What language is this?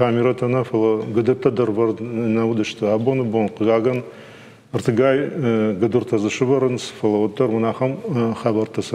Ossetic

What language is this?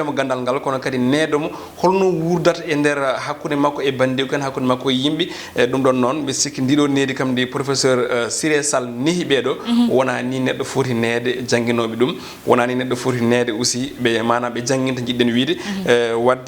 Fula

